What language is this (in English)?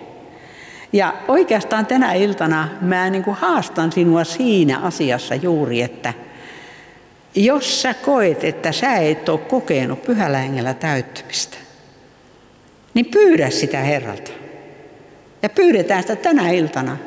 Finnish